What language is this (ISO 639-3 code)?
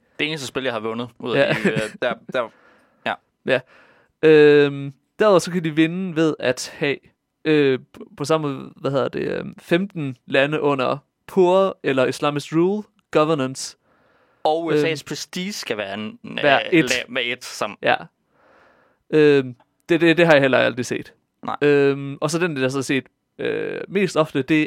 dan